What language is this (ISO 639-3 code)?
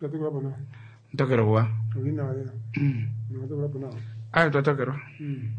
kua